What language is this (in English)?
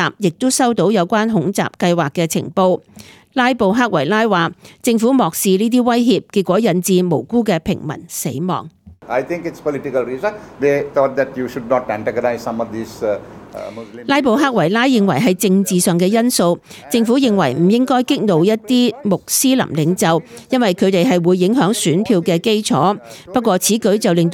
Cantonese